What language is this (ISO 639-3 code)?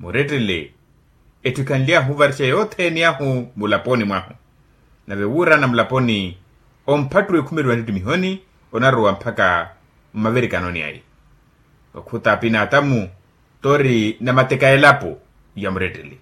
vmw